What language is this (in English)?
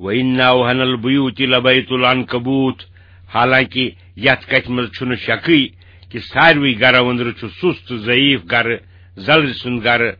Kashmiri